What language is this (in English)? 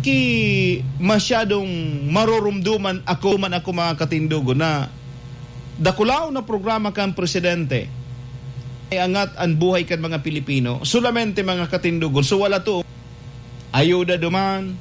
Bikol